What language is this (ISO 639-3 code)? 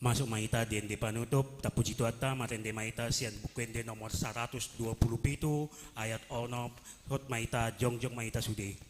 bbc